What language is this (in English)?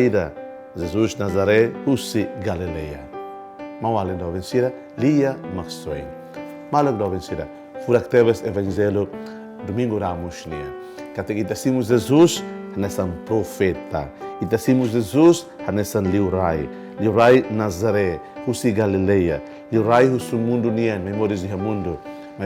Tetum